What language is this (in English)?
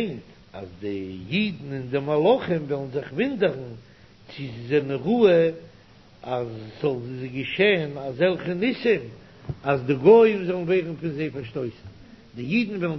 Yiddish